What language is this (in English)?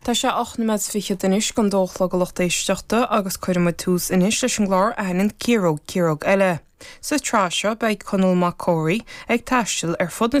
Irish